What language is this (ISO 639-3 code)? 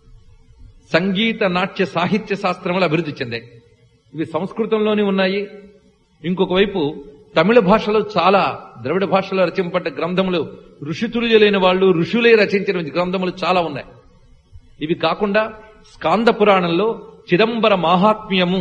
tel